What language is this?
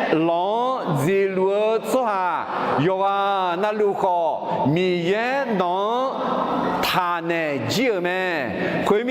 Akha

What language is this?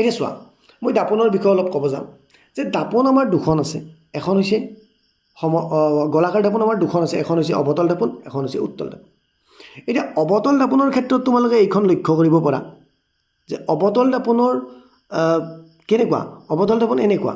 Assamese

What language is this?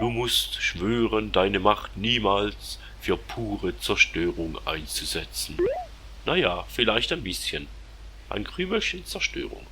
Swiss German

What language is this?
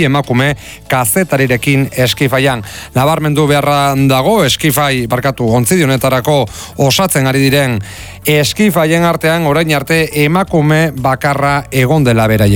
Basque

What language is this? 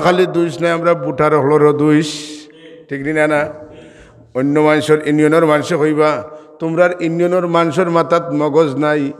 Sylheti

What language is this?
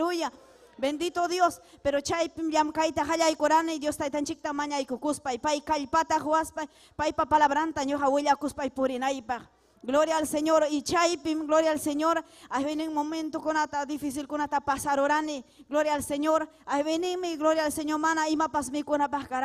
Ayacucho Quechua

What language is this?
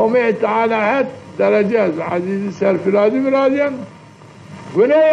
Zaza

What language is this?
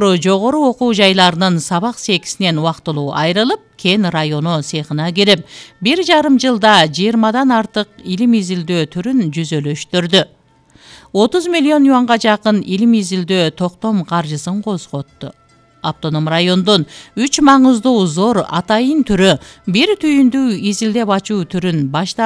Kyrgyz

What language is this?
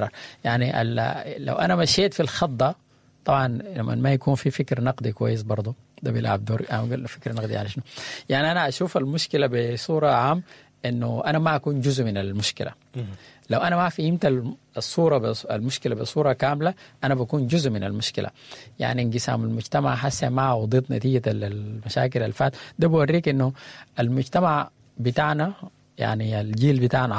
Sudanese Arabic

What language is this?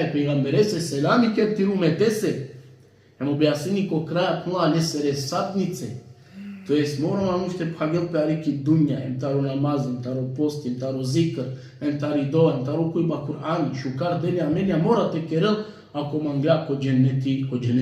Balkan Romani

